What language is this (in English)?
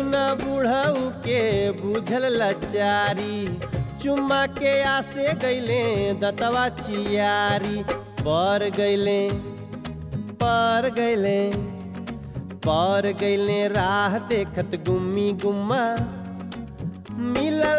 Bhojpuri